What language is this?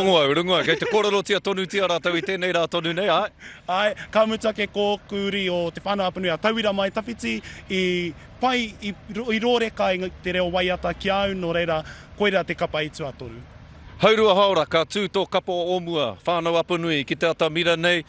Māori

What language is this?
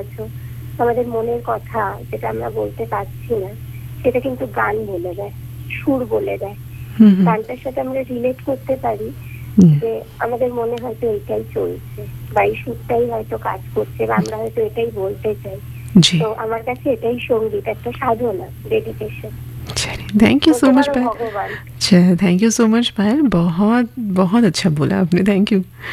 Bangla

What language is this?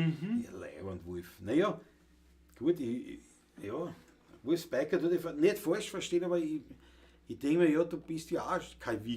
Bavarian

